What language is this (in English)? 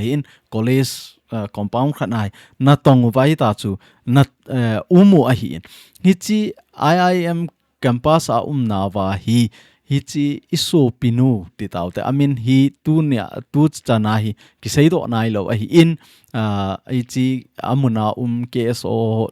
Thado Chin